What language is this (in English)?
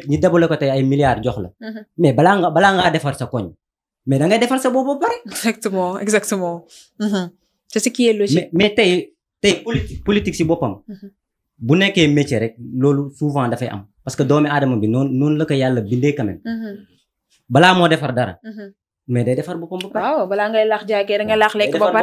Wolof